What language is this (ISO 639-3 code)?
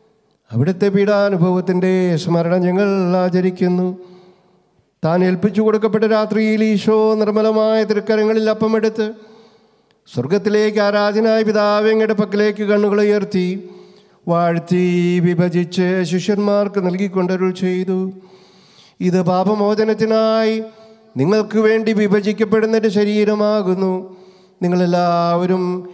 mal